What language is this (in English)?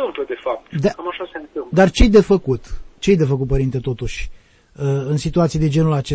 Romanian